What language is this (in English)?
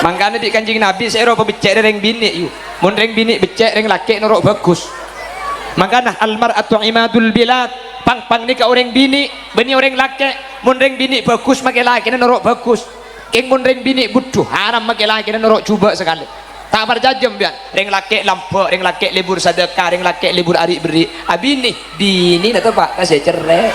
Madurese